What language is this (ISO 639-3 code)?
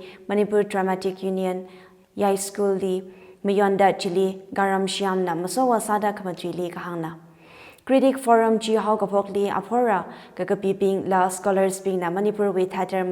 nmf